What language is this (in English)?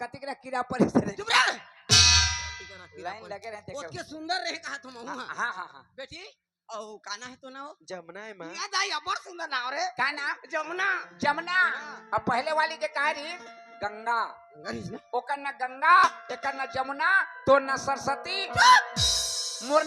Chhattisgarhi